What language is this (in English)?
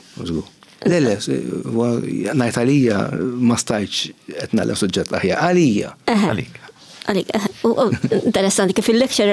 Maltese